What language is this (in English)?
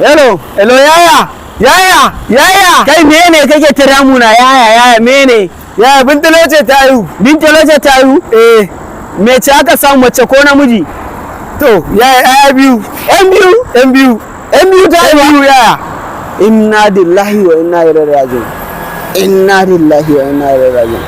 Hausa